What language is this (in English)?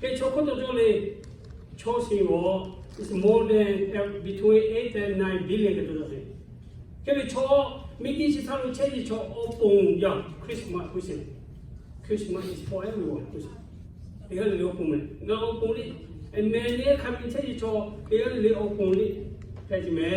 Lahu